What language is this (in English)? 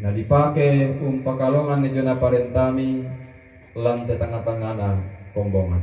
Toraja-Sa'dan